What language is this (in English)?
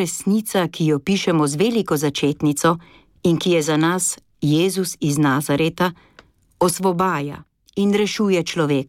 Slovenian